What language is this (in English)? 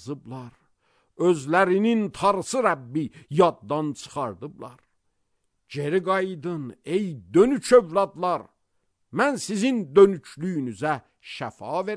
Azerbaijani